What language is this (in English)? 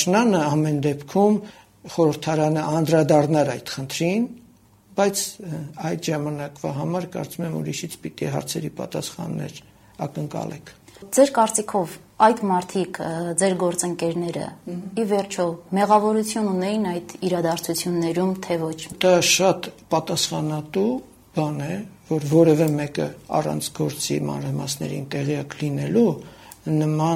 Armenian